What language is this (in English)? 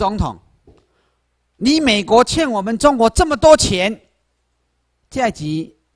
Chinese